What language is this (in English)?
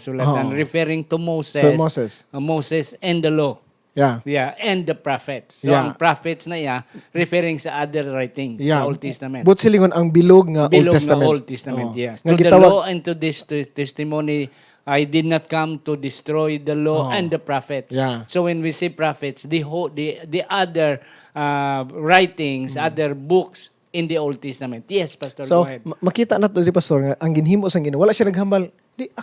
Hiligaynon